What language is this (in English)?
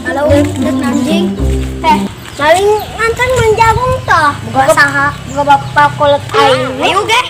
Sundanese